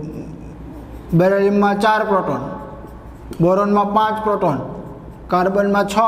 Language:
Gujarati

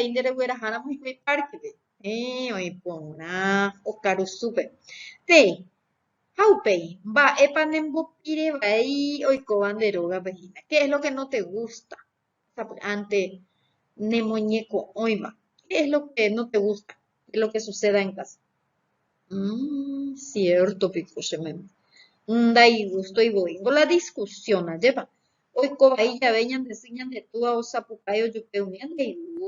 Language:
Guarani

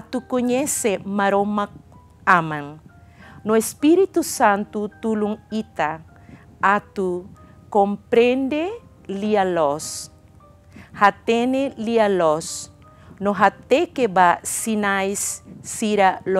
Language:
Tetum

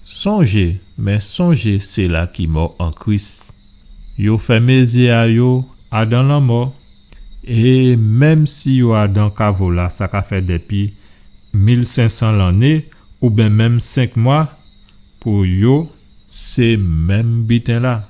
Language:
Guadeloupean Creole French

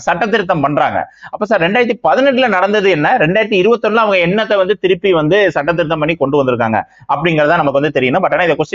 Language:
Tamil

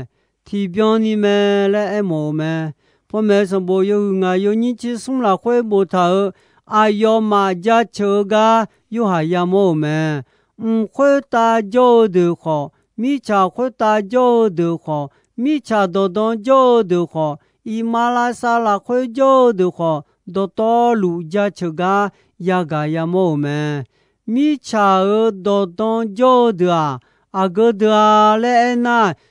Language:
Akha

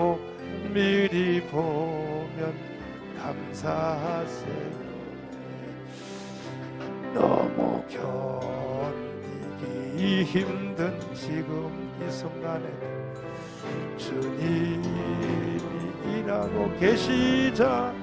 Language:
Korean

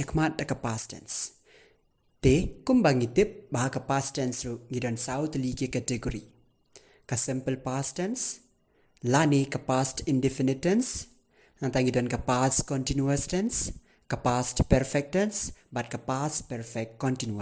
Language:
Khasi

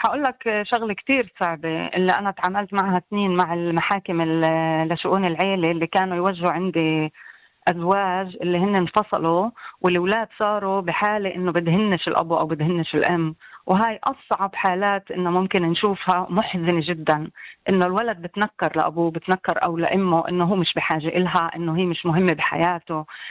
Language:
North Levantine Arabic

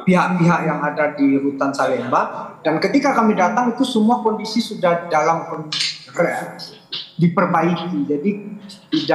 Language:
Indonesian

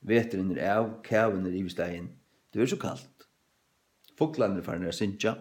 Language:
Faroese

